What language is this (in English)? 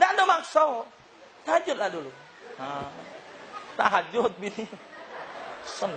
Musi